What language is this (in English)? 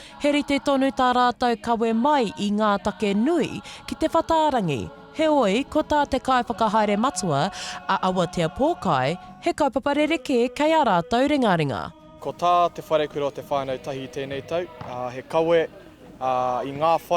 Māori